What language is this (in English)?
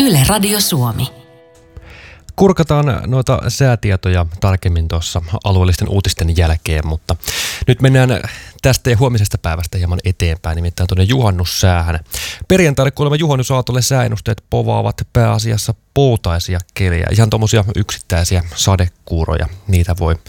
Finnish